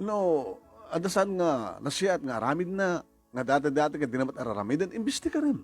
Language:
Iloko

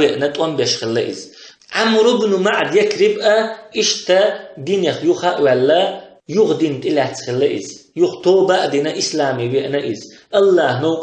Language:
Chechen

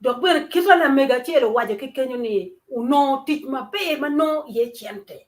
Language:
Acoli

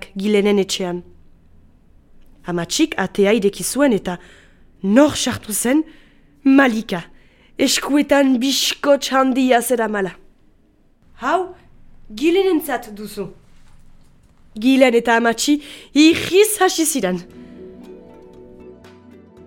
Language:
Basque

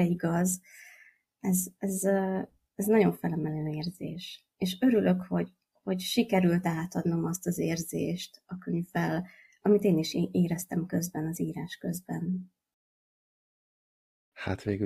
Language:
Hungarian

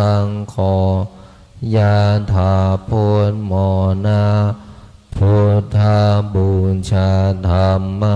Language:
Pali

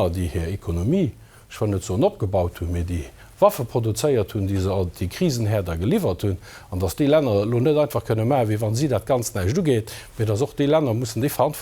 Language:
Luxembourgish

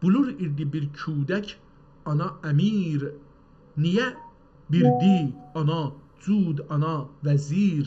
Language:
South Azerbaijani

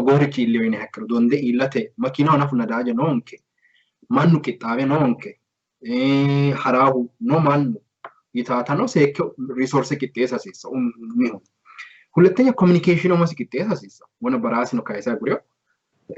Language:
Sidamo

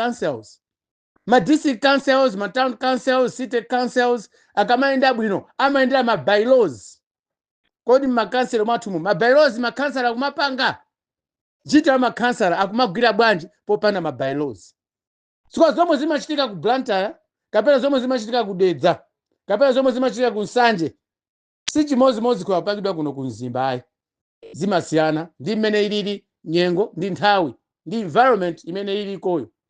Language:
Nyanja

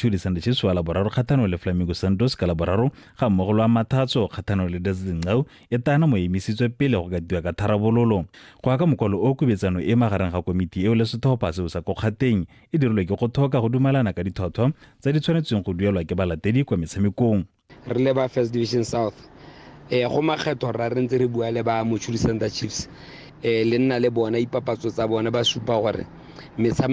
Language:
Tswana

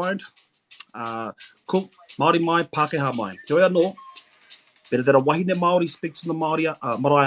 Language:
Māori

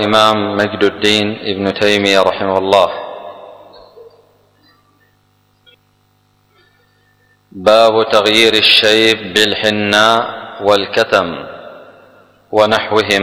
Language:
Arabic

